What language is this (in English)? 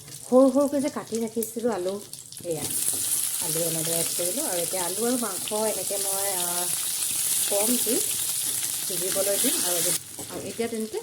Assamese